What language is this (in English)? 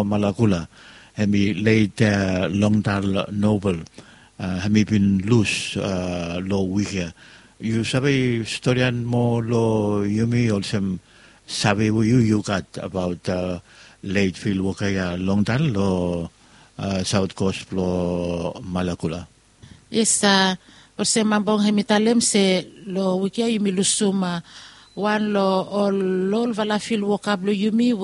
Bislama